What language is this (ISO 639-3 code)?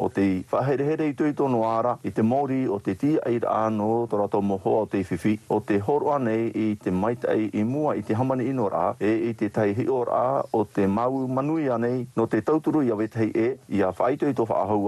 tah